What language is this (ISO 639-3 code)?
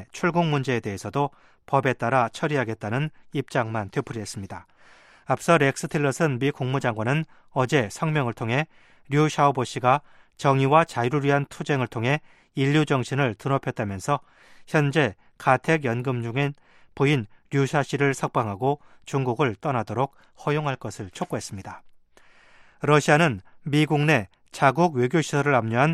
kor